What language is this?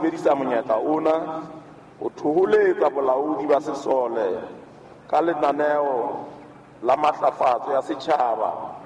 Southern Sotho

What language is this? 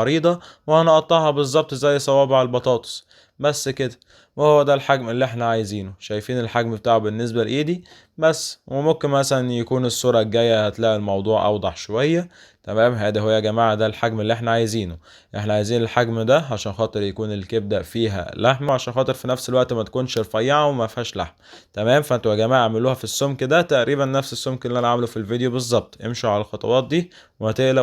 Egyptian Arabic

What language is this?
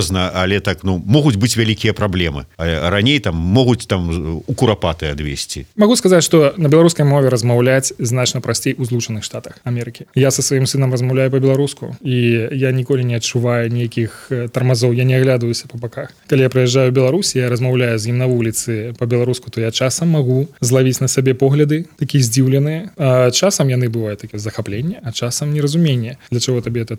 Belarusian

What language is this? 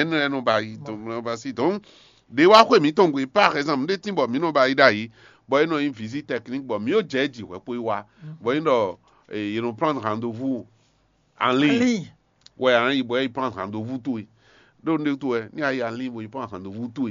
Fon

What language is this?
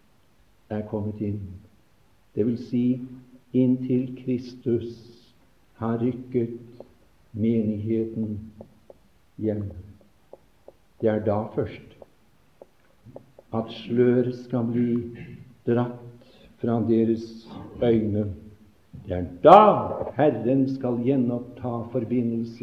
Norwegian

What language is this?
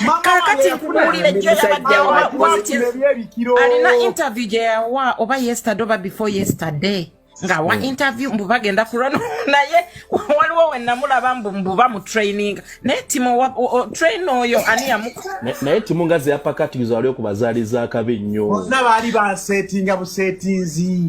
Ganda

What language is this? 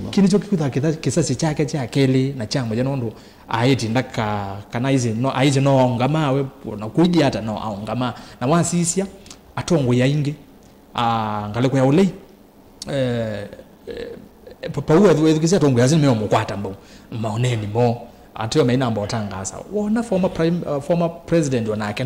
Kamba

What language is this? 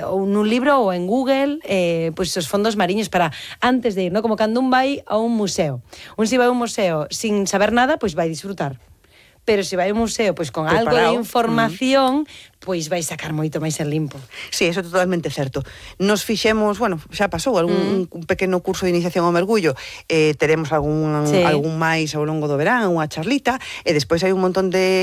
Galician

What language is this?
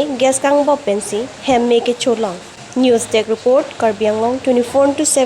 Karbi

